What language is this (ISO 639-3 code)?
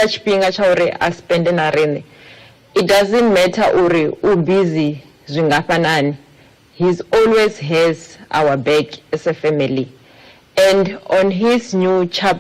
ven